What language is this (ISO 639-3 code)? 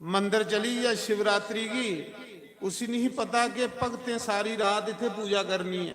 doi